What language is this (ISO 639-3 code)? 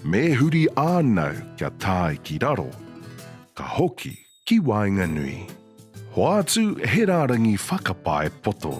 mri